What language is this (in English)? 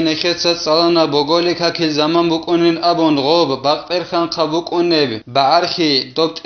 Avaric